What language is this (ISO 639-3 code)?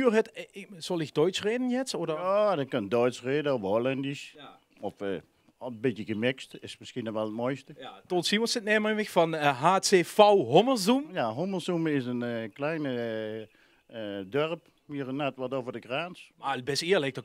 lim